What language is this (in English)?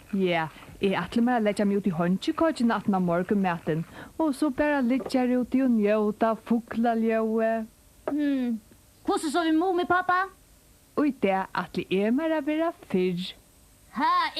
Faroese